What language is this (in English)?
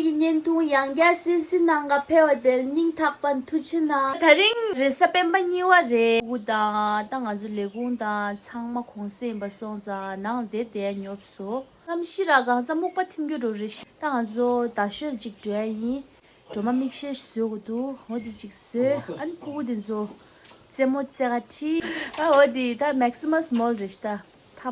Tibetan